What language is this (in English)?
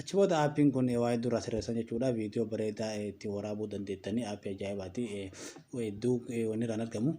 Oromo